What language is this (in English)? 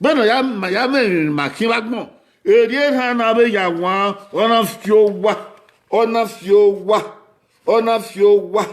Bini